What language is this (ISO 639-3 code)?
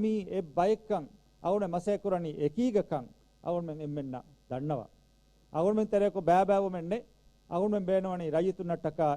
div